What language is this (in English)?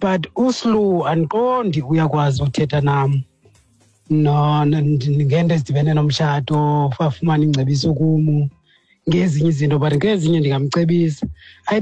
Xhosa